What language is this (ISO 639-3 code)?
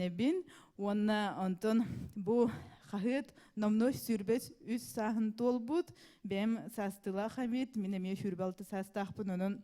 sah